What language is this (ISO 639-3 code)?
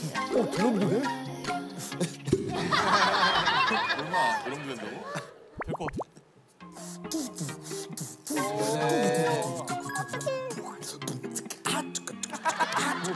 kor